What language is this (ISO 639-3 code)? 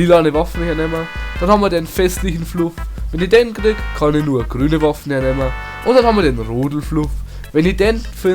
bar